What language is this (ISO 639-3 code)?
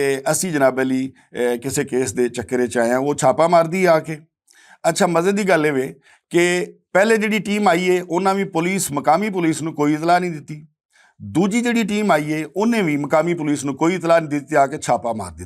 lah